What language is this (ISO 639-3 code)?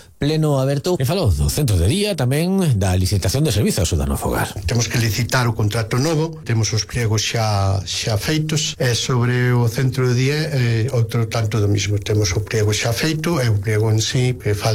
glg